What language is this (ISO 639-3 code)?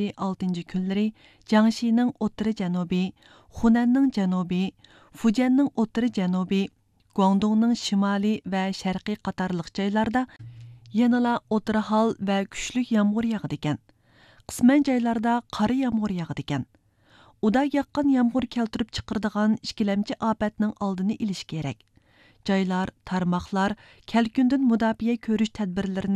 uig